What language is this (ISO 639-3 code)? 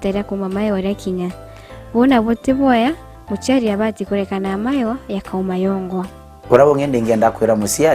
mer